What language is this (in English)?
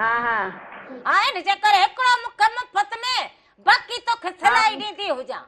Sindhi